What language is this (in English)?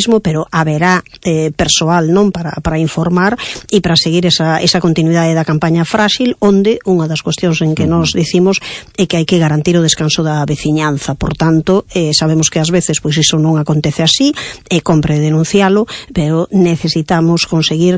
Galician